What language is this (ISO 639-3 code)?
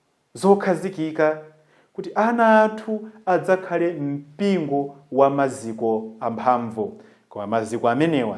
nya